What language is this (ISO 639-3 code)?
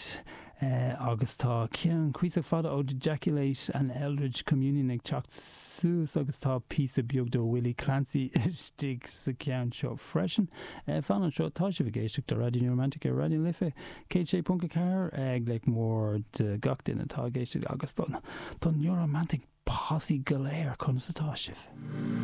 gle